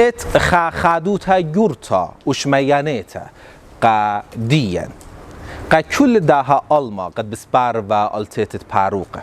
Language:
Assyrian Neo-Aramaic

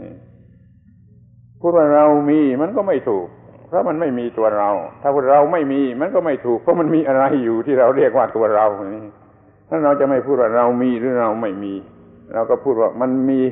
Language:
Thai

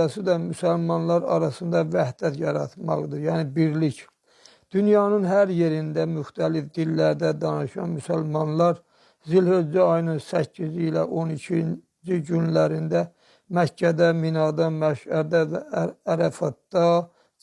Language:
Azerbaijani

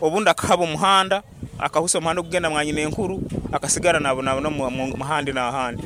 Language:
Nyankole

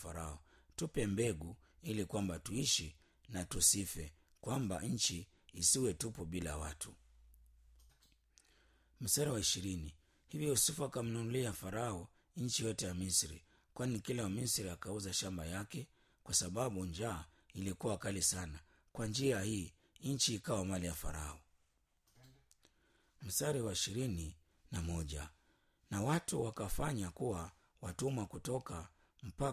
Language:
Swahili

